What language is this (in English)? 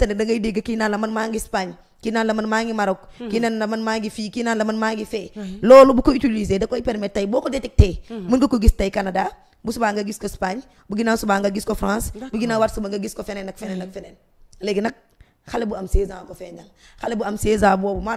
Wolof